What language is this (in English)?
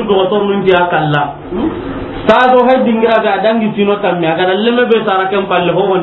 Soninke